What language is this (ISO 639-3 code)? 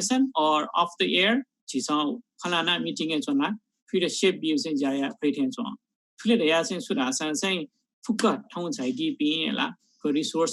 new